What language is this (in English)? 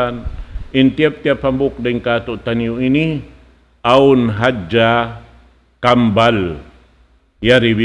Tausug